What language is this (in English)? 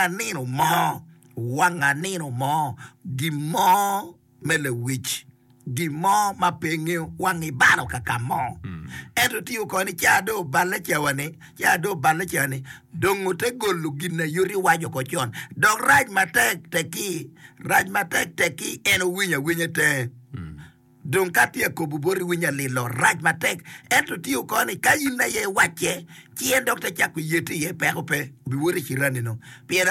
Acoli